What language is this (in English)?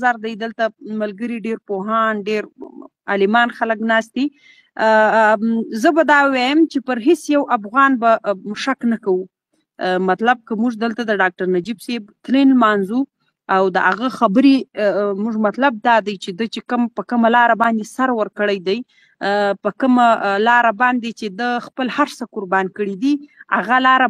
Pashto